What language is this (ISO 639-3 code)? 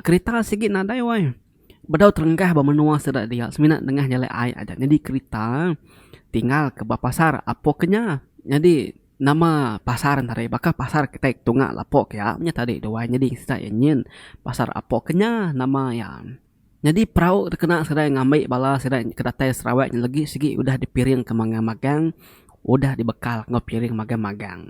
iba